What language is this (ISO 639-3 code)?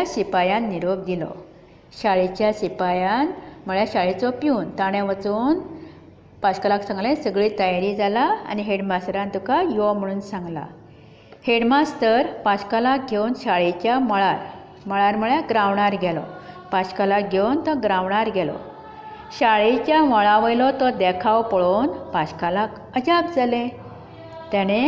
kok